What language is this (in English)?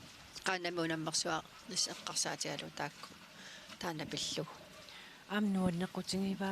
Kalaallisut